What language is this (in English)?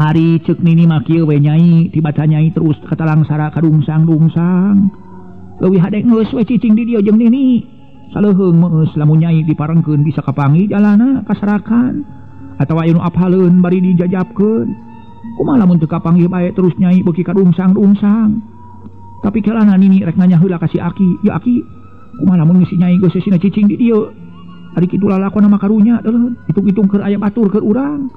Sundanese